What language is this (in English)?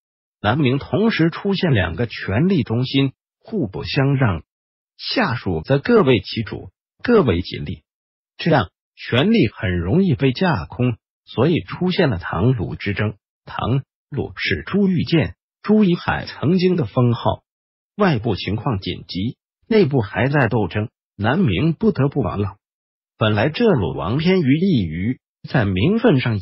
Chinese